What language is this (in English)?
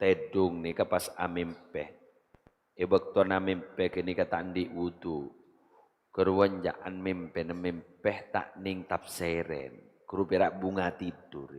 Madurese